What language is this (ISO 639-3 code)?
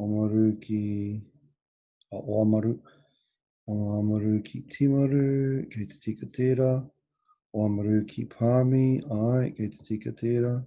mri